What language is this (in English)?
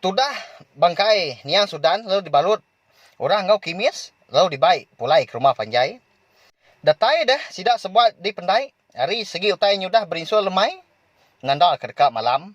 Iban